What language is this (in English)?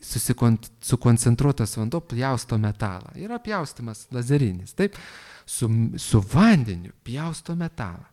Lithuanian